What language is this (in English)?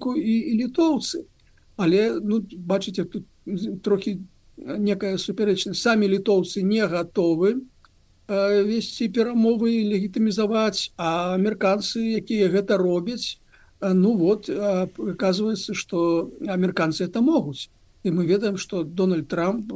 Belarusian